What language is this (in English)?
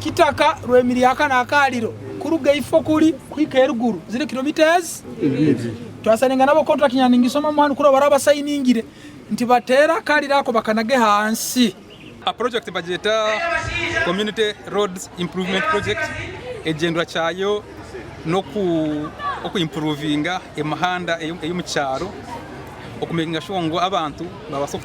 Nyankole